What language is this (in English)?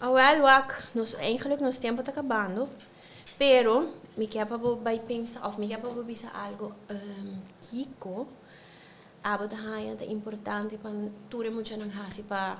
Papiamento